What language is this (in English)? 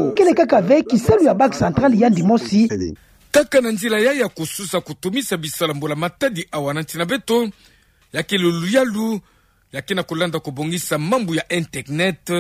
Kituba (Democratic Republic of Congo)